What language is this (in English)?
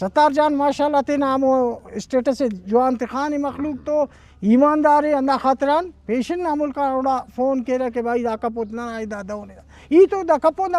Brahui